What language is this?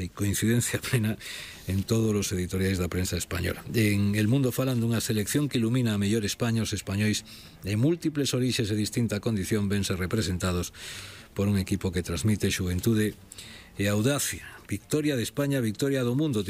Galician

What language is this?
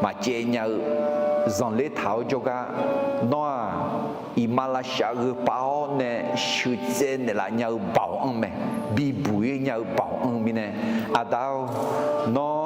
Akha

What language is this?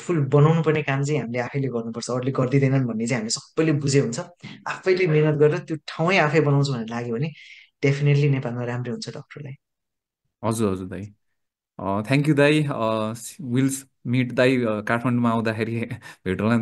Nepali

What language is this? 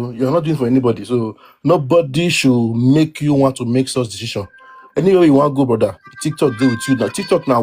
Nigerian Pidgin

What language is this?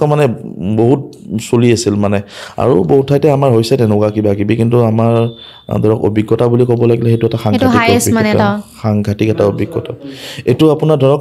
Assamese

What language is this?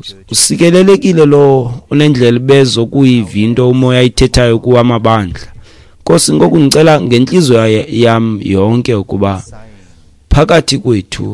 Xhosa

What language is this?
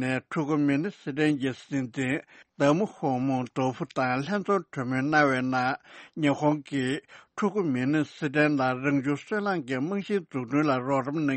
Tibetan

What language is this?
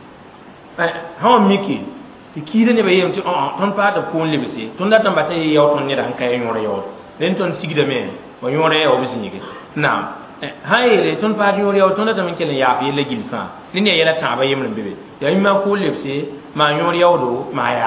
Mossi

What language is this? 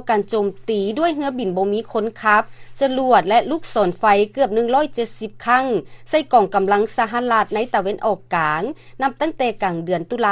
Lao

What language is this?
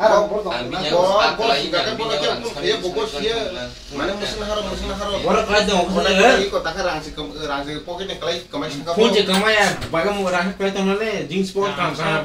Kok Borok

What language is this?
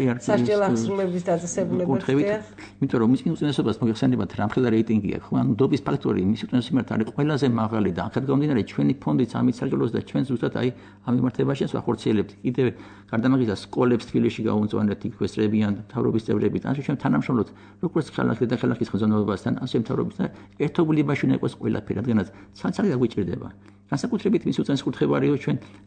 Georgian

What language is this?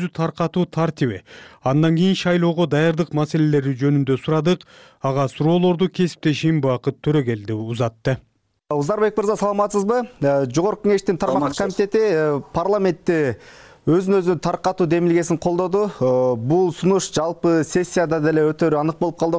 Kyrgyz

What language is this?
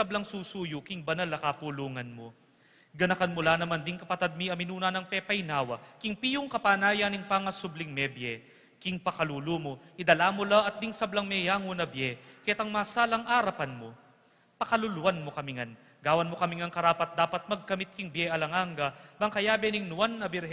Pampanga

